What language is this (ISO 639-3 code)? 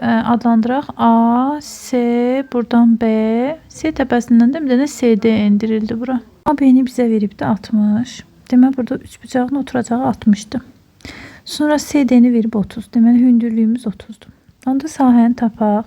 aze